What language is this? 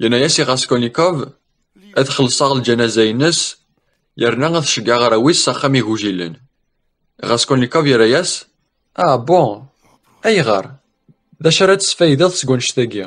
Kabyle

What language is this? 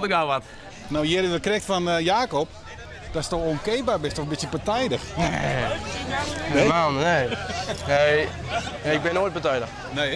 Western Frisian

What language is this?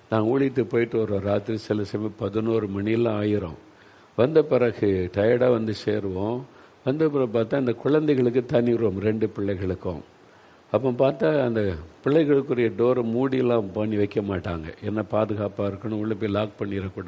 Tamil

